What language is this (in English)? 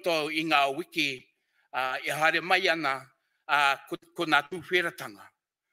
Māori